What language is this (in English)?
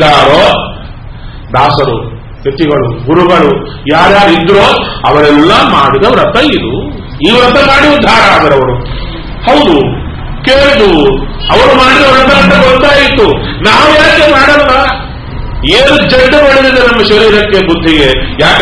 Kannada